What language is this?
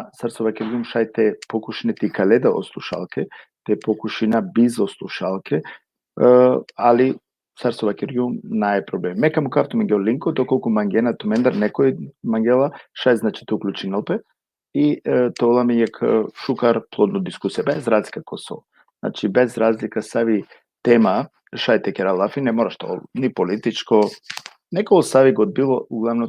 Balkan Romani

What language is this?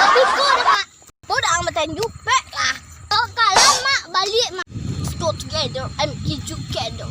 Minangkabau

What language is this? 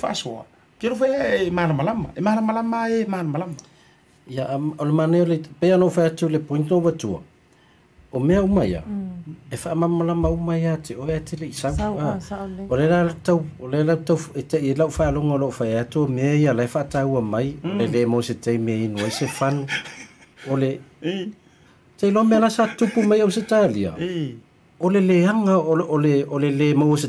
Samoan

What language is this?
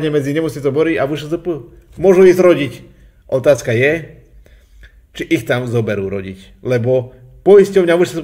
Slovak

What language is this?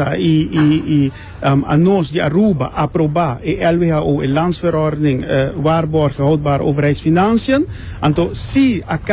Papiamento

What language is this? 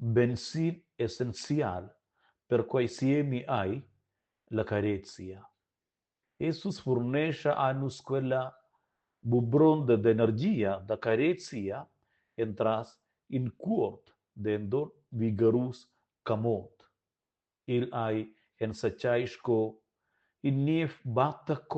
Romansh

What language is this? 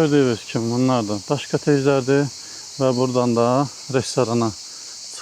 Azerbaijani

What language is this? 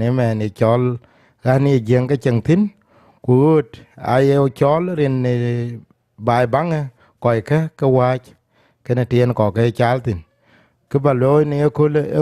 Dinka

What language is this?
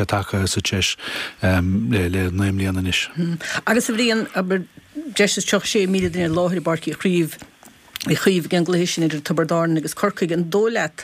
Irish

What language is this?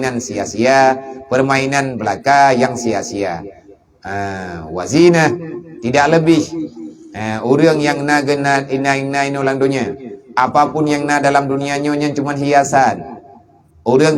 Achinese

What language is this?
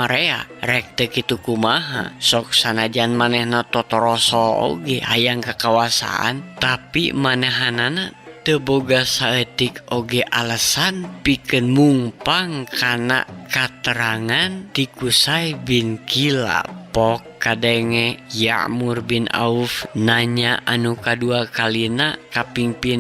Sundanese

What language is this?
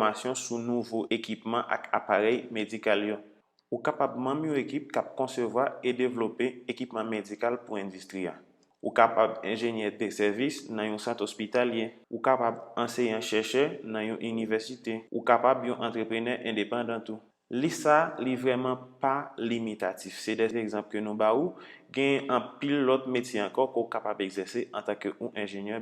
Haitian Creole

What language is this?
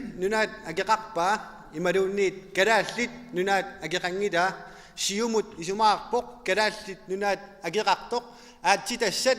Kalaallisut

